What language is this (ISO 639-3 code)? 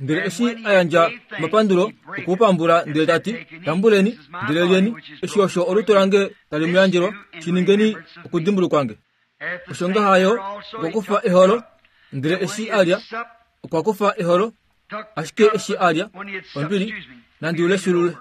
kua